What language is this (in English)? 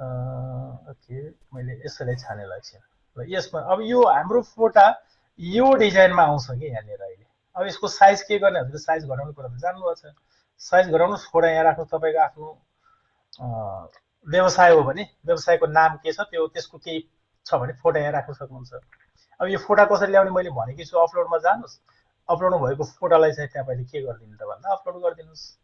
Nepali